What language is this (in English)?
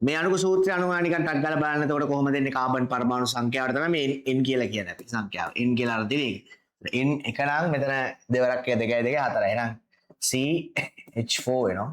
Sinhala